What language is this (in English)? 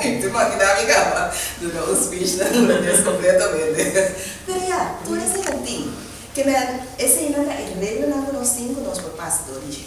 Papiamento